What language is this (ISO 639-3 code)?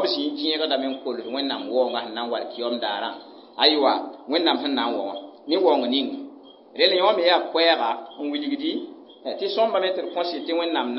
mos